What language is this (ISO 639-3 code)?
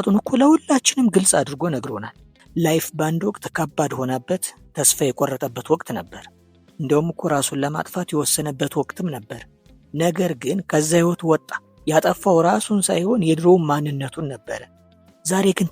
amh